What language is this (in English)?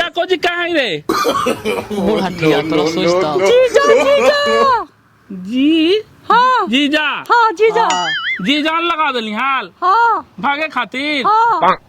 Magahi